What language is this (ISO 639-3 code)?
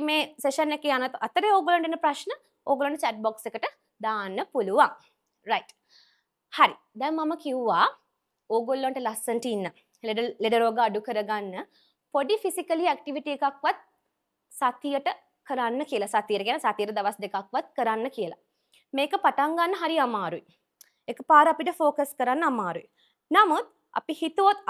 sin